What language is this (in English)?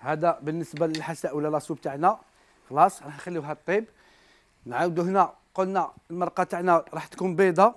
Algerian Arabic